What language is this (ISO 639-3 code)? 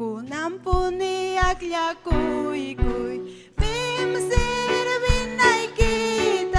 quy